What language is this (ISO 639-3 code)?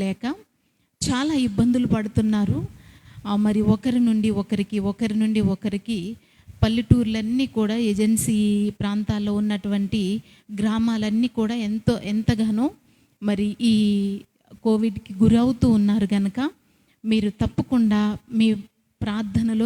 kff